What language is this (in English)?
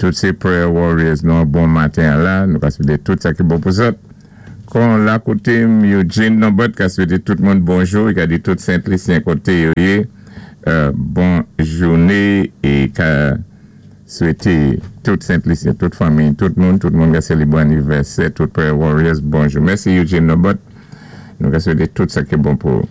Saint Lucian Creole French